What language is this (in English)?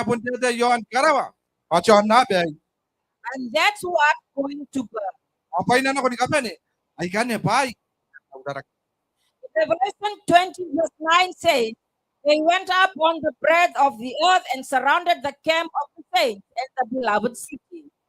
Gilbertese